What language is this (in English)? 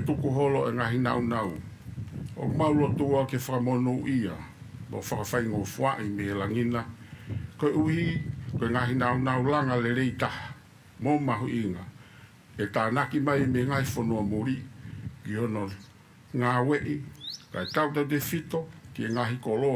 Tongan